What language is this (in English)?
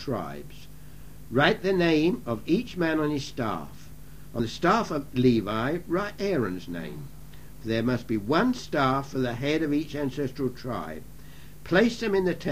English